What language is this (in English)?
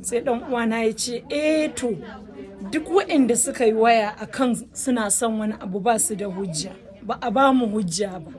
Hausa